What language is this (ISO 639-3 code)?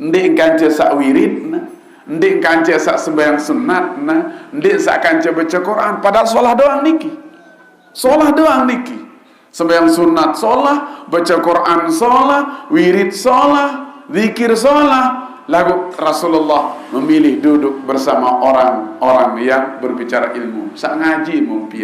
sas